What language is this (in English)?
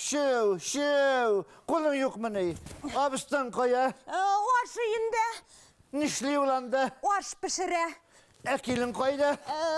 Bashkir